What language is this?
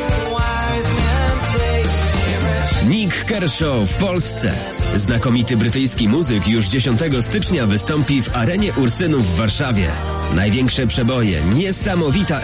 Polish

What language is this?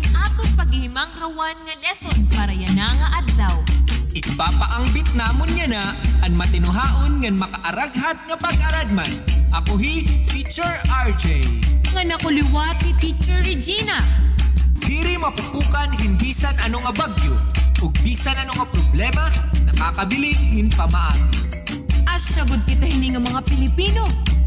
Waray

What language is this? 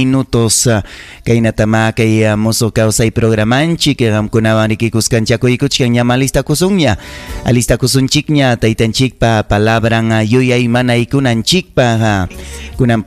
Ayacucho Quechua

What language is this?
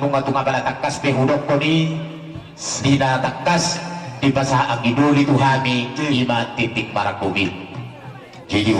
Batak Toba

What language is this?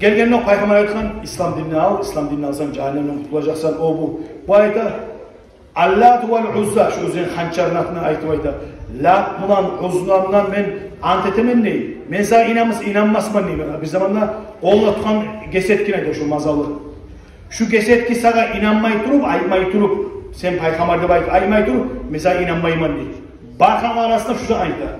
Kumyk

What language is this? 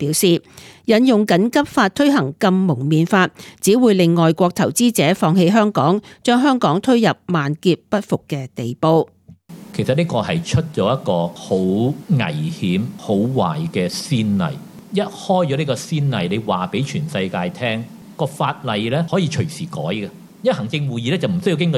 Cantonese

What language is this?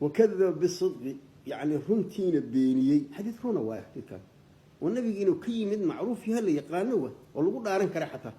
Somali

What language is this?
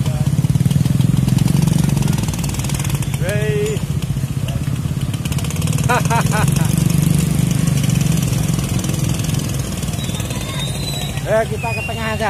Indonesian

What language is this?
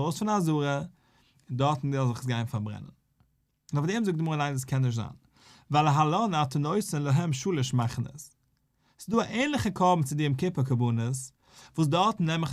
Yiddish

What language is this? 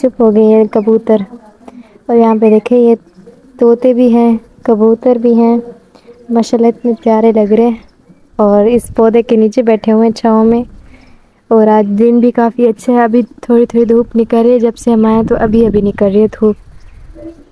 Hindi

